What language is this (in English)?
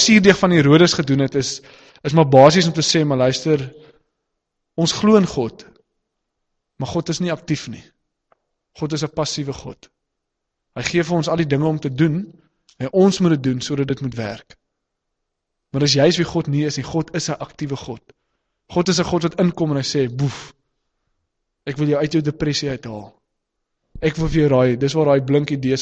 Afrikaans